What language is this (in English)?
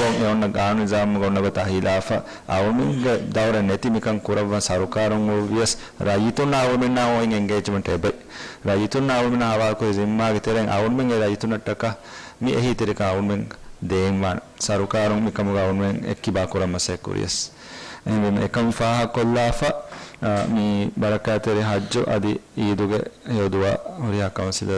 Divehi